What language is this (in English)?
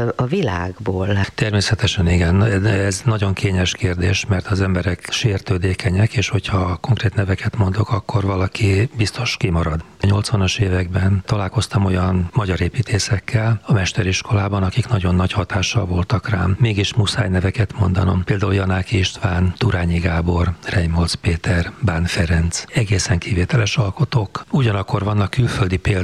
Hungarian